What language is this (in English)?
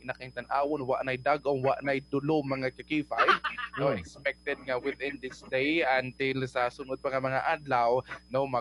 Cebuano